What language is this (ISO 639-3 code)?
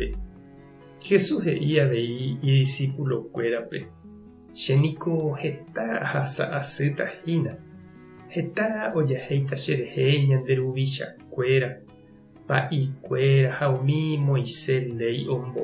grn